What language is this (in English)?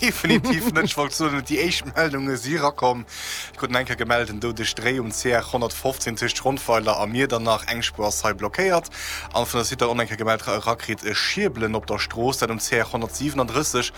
Luxembourgish